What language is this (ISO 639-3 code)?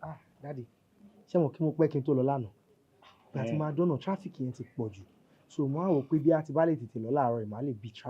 yor